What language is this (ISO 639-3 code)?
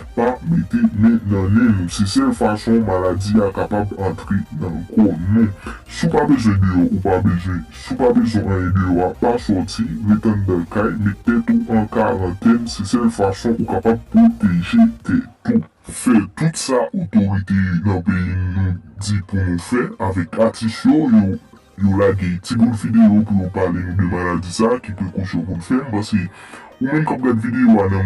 hat